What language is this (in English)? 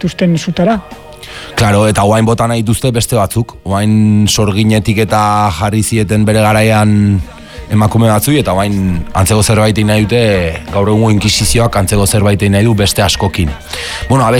Basque